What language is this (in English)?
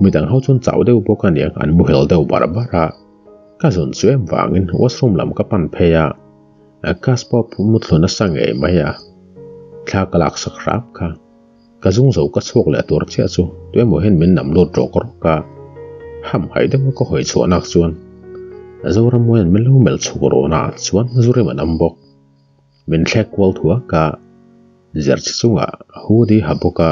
Mizo